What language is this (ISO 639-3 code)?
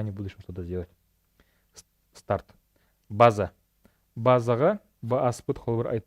sah